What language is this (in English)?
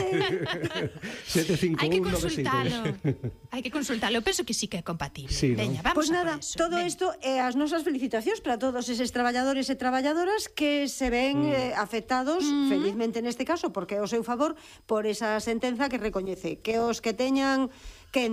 Galician